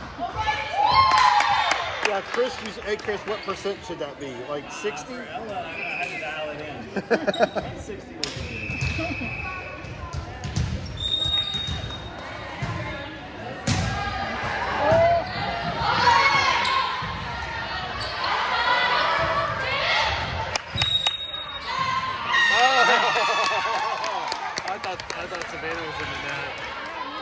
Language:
English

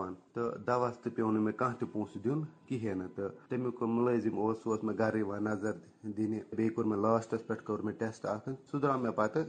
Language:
Kashmiri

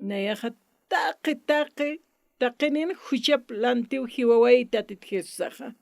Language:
Aymara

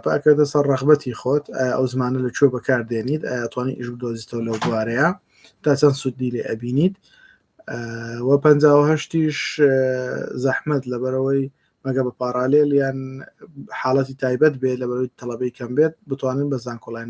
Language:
Central Kurdish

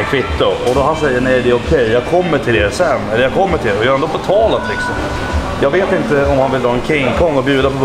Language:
Swedish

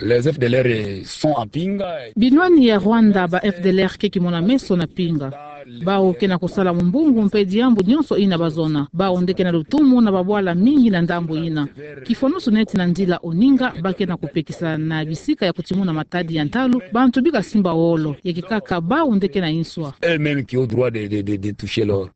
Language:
Kituba (Democratic Republic of Congo)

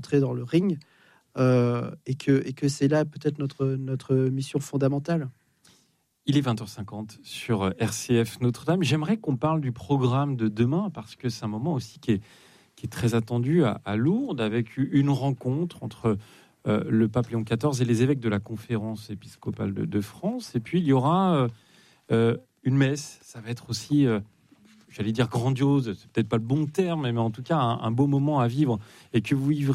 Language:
French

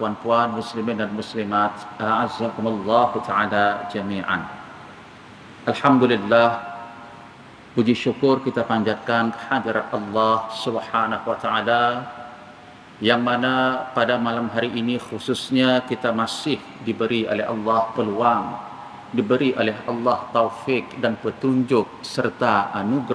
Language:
Malay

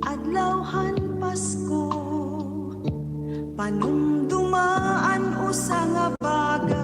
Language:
Waray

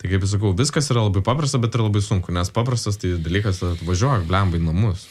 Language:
Lithuanian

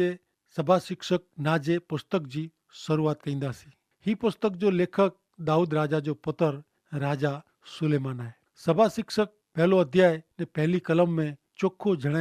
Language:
Kachhi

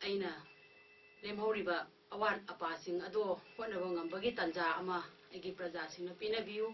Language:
Manipuri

